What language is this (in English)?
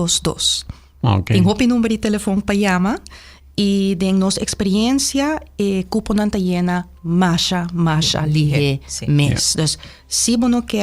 Papiamento